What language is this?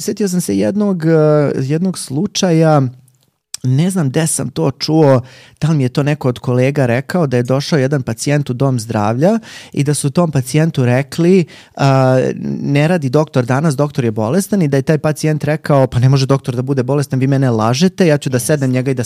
Serbian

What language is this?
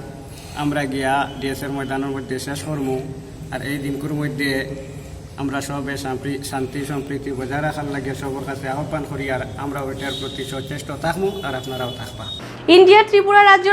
Sylheti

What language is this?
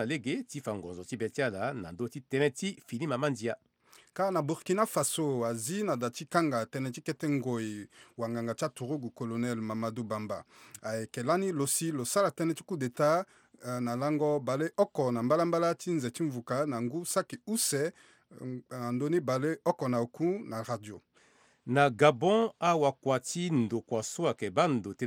Sango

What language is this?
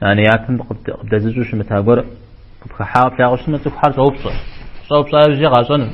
Kabardian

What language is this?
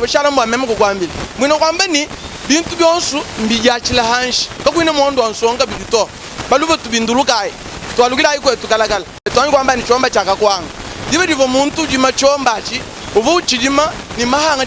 Luba-Lulua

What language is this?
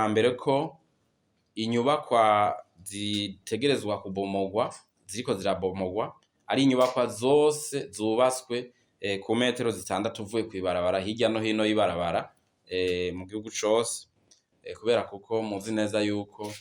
Rundi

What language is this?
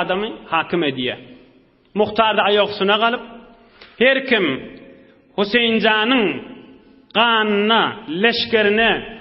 Turkmen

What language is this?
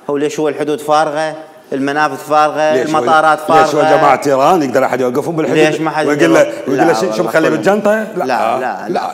Mesopotamian Arabic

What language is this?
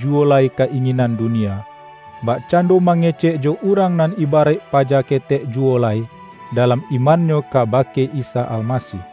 Minangkabau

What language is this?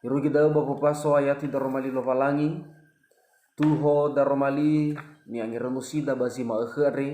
Nias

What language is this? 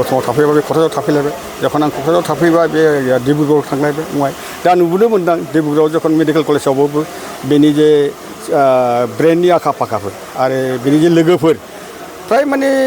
Bodo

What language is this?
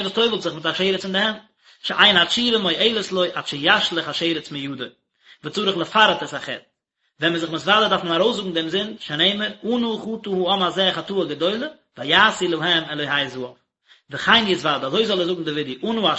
Yiddish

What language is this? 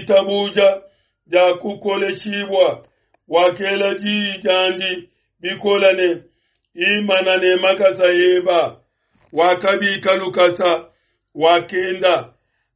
Luba-Lulua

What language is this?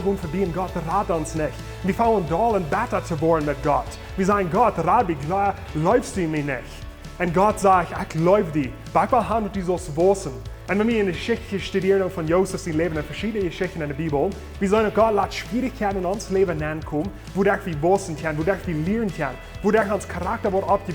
Plautdietsch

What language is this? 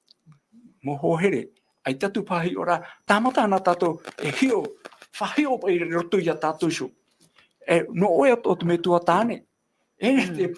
Tahitian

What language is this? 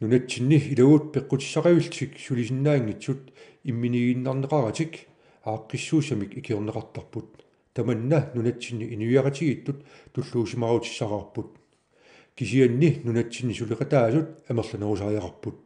Kalaallisut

